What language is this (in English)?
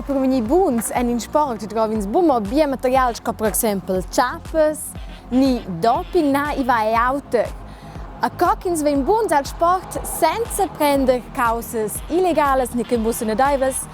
Romansh